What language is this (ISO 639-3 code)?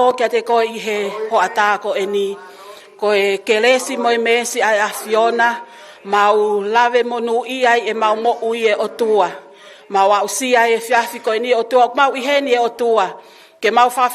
ton